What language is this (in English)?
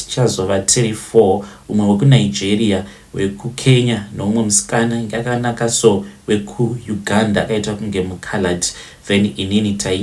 Shona